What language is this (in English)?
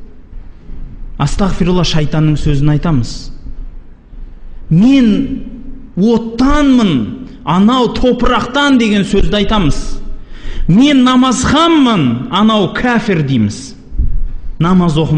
Kazakh